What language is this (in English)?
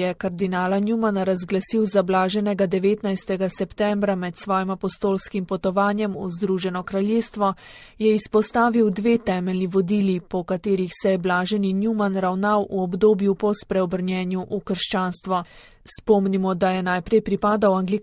Slovenian